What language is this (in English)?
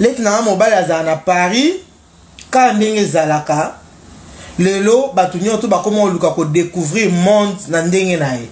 Lingala